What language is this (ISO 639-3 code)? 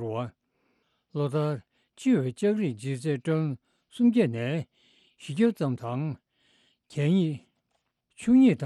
bod